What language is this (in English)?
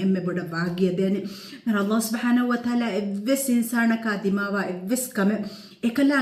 Divehi